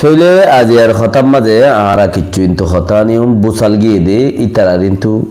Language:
Rohingya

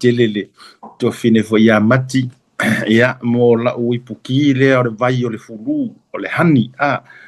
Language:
Samoan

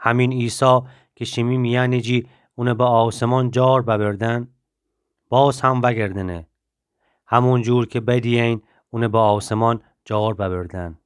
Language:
Gilaki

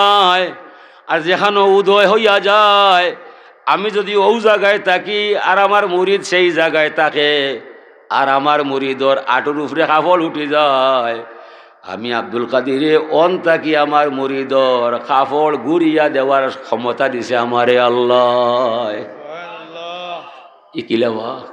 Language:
Sylheti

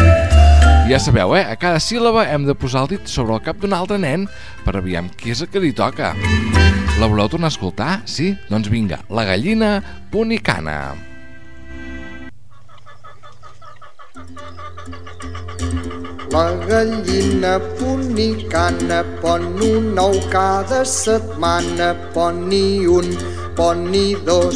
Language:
Catalan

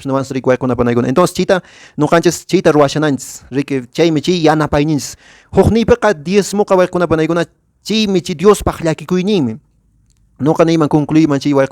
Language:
Quechua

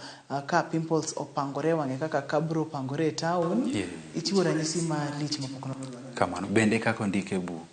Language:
Luo (Kenya and Tanzania)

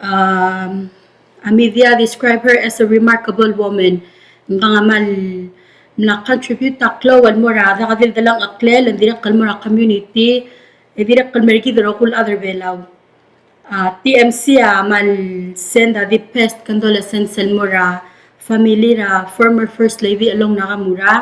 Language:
Palauan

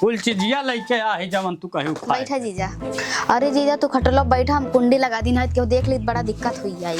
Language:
Awadhi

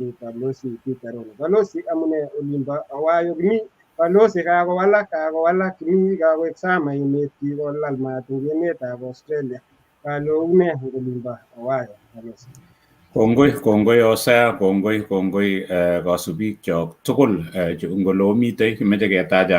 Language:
Kalenjin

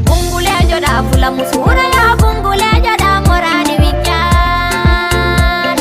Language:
Fula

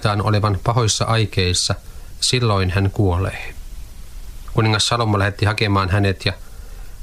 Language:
Finnish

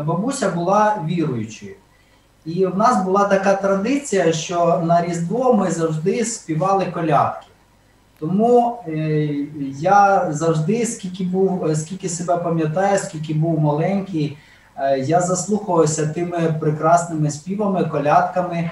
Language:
Ukrainian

